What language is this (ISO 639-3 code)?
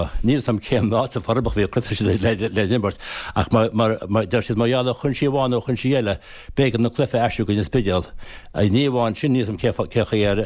gle